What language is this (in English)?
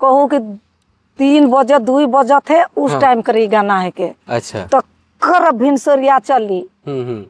Sadri